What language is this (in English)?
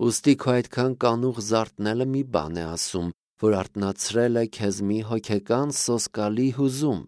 Armenian